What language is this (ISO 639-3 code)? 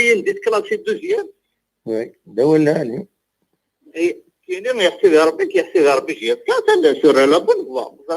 kab